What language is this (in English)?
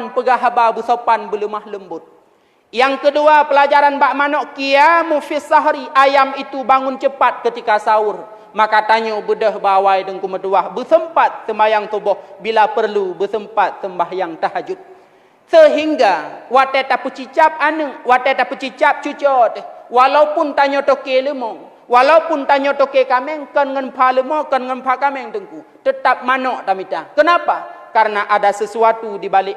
Achinese